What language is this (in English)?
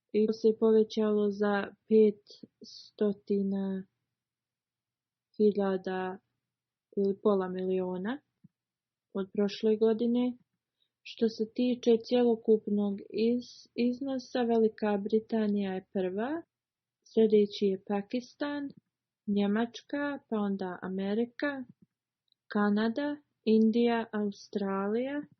Bosnian